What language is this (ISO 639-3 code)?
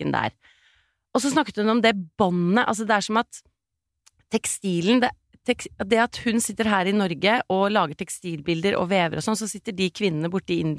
nor